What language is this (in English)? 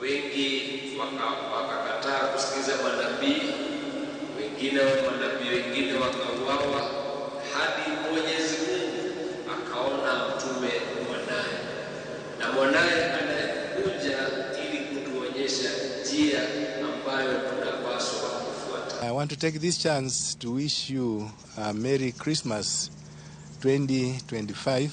Luo (Kenya and Tanzania)